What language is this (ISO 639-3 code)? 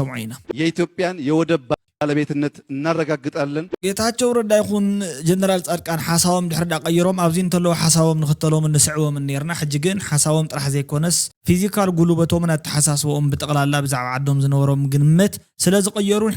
tir